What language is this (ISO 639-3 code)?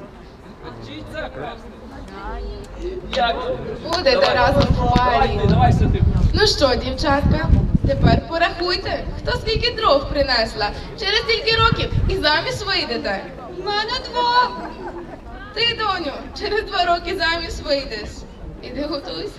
ukr